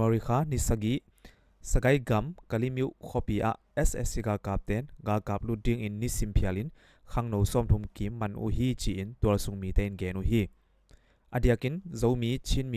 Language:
Tedim Chin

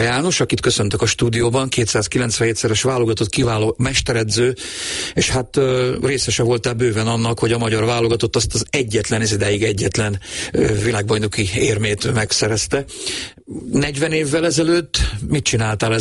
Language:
Hungarian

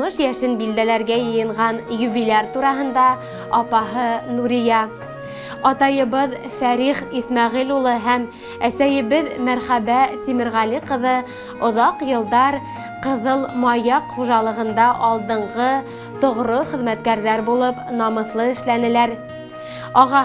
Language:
Bashkir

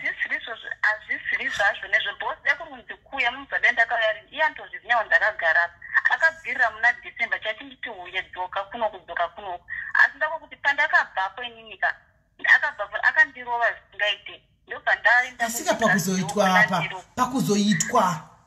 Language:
Shona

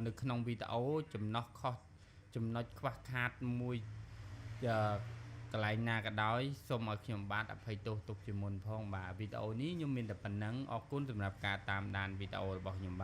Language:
Khmer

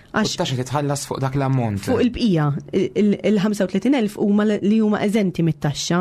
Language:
Maltese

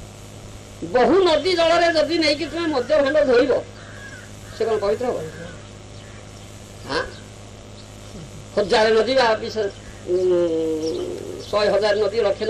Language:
Odia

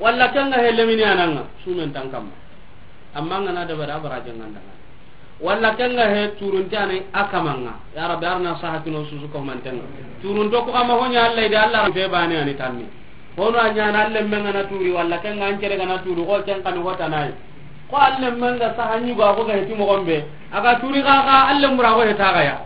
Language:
Soninke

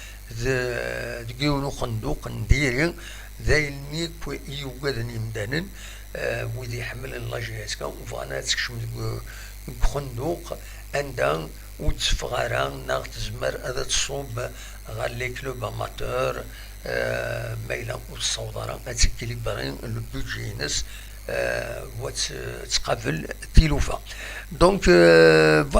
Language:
Kabyle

